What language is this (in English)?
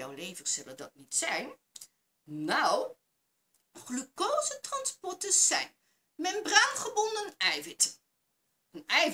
Dutch